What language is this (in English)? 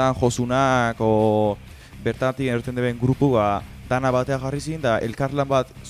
Basque